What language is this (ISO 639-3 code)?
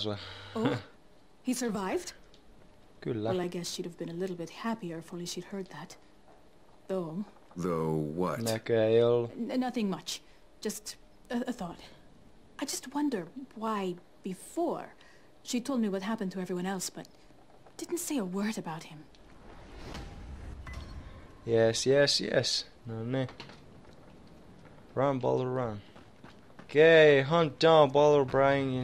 fin